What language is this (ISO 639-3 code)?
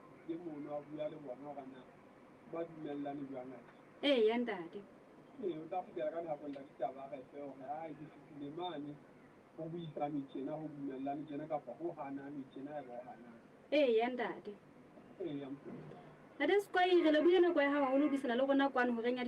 sot